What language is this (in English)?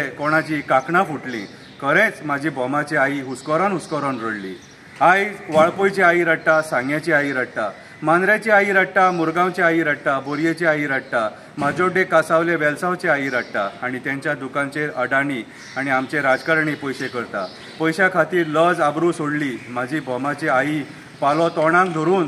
Konkani